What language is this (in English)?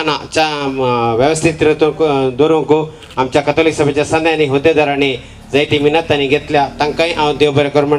Konkani